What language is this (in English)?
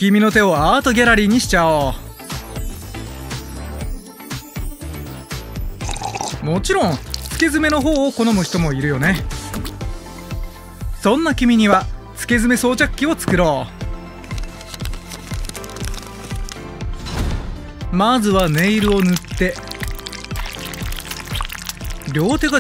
Japanese